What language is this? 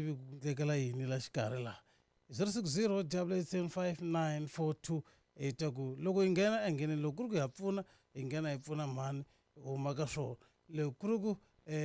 Tsonga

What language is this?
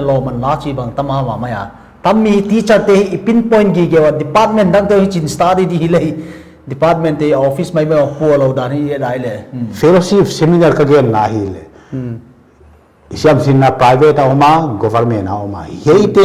Paite Chin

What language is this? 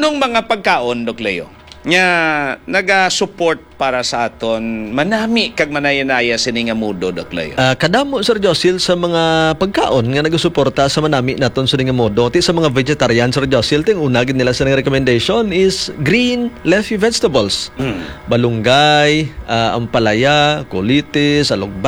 Hiligaynon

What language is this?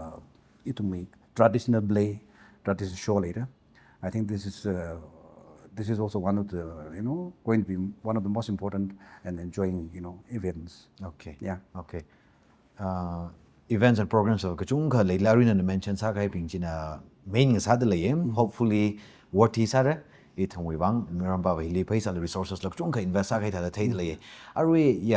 Tangkhul Naga (India)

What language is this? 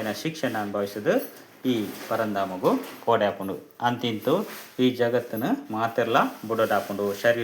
Tulu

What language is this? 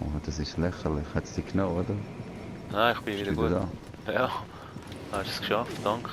Swiss German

